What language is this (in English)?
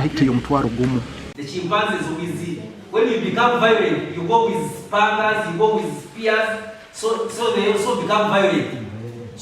Nyankole